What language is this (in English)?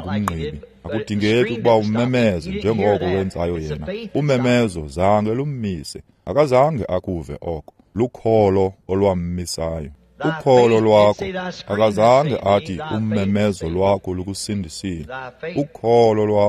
Xhosa